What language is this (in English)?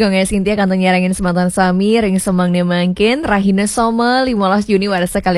Balinese